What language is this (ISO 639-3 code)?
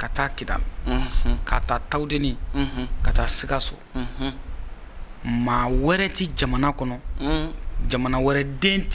bam